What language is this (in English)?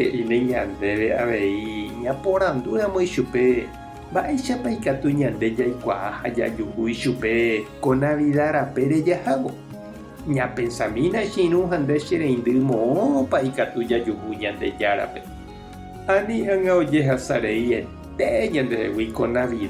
Guarani